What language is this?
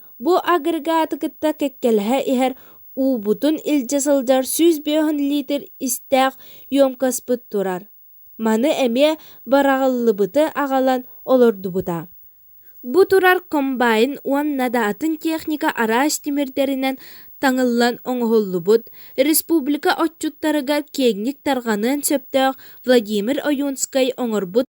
Yakut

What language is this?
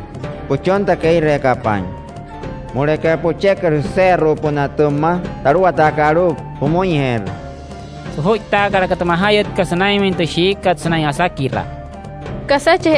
Wayuu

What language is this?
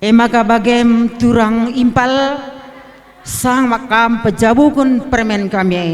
Batak Karo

